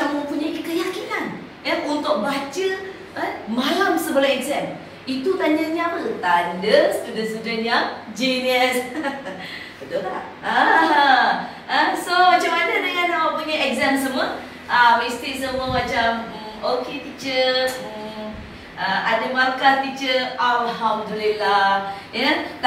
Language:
Malay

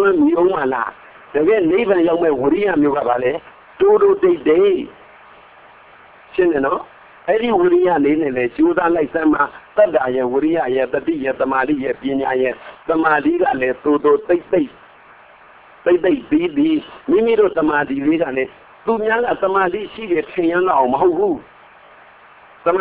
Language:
Burmese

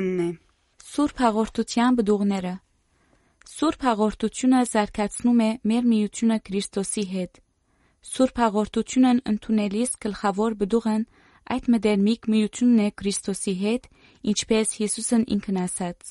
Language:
Armenian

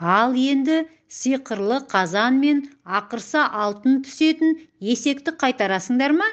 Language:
Kazakh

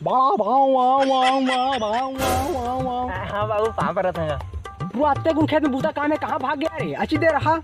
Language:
Chhattisgarhi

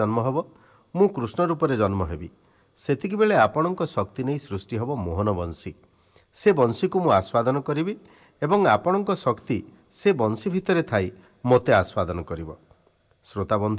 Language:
Odia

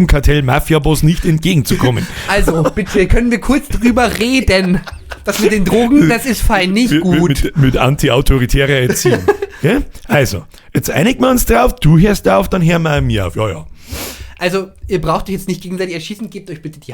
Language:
Bavarian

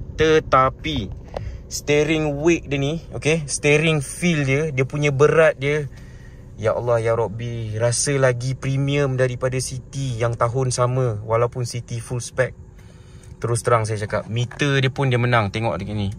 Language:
Malay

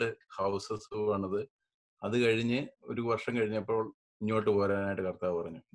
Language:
Malayalam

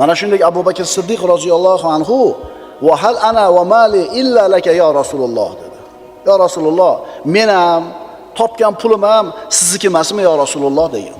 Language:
Uzbek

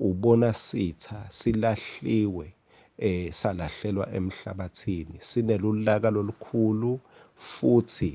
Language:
Swati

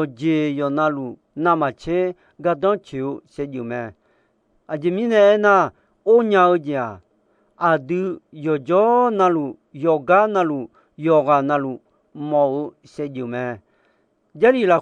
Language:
Akha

